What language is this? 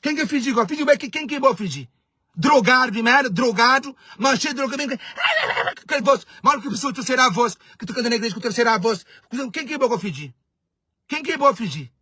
Kabuverdianu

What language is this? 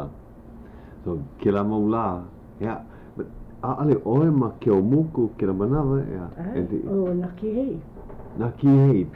Hawaiian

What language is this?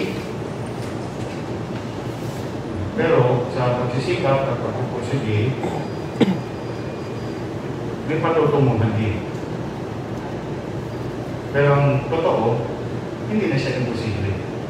Filipino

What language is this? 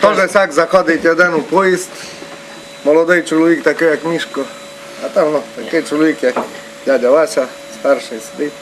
Rusyn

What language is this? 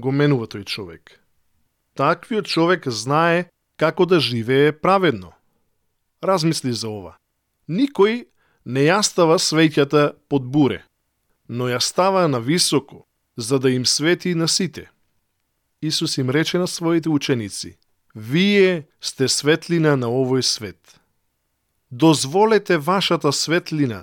Macedonian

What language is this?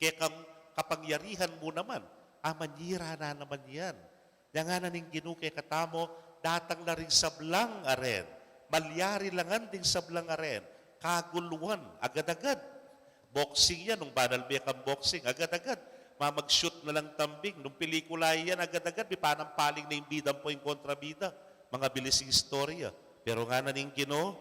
Pampanga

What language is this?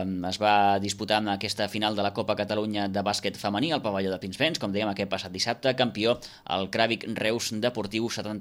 Catalan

